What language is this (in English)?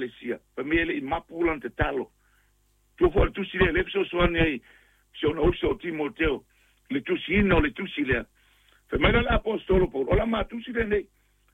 Samoan